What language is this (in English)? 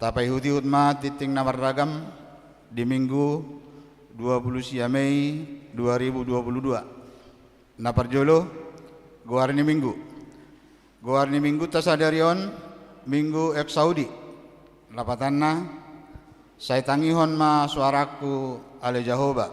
Batak Toba